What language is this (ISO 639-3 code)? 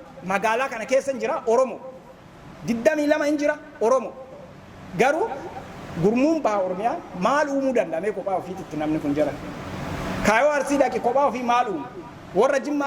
orm